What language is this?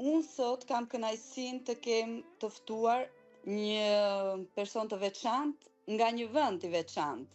Albanian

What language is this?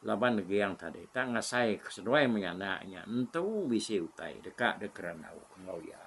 Iban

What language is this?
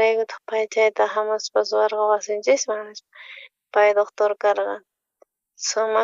South Bolivian Quechua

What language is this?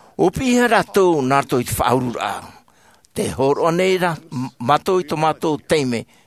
Tahitian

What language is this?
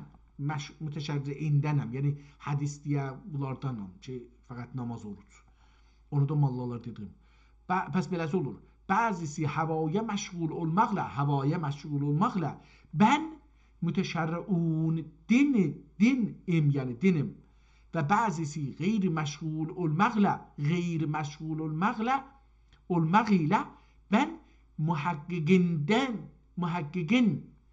South Azerbaijani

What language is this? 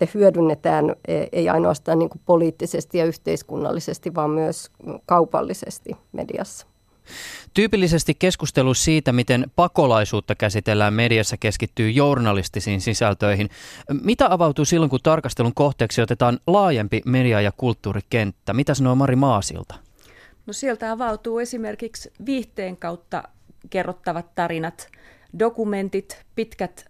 Finnish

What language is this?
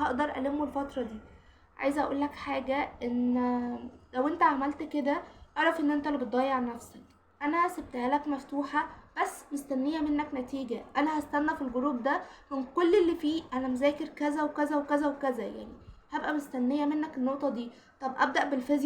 Egyptian Arabic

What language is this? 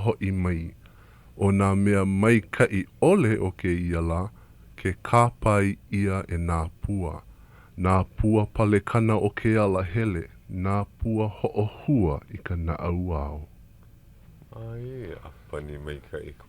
Hawaiian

